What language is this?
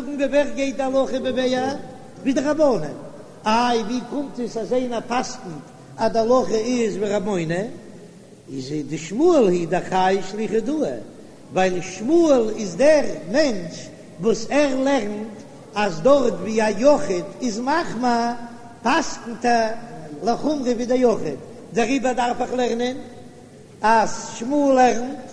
Yiddish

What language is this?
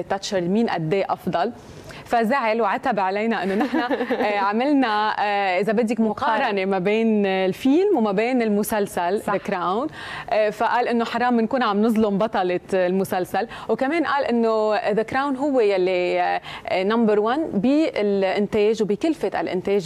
North Levantine Arabic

